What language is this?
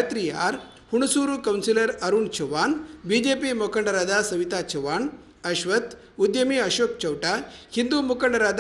Kannada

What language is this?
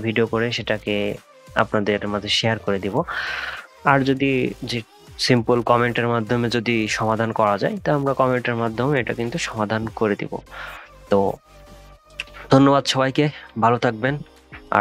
Bangla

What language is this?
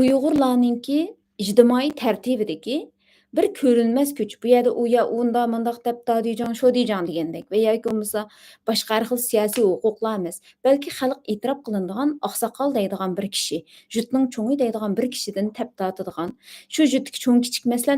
Uyghur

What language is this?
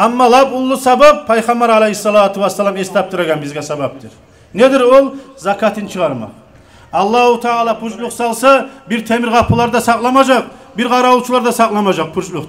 Kumyk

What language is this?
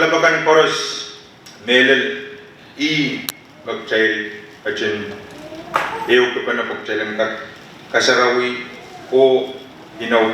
Pohnpeian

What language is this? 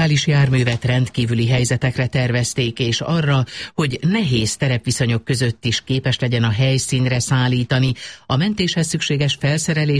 Hungarian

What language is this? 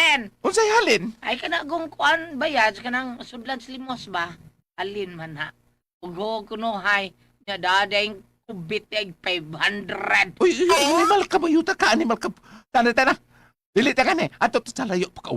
Cebuano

